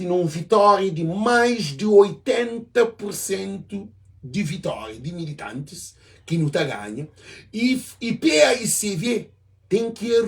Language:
Kabuverdianu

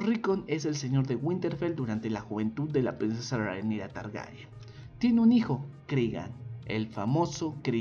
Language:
Spanish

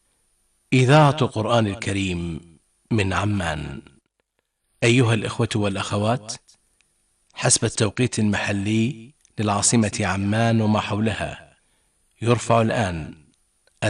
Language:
Arabic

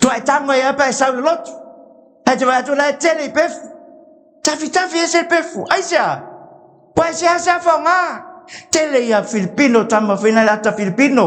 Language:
Samoan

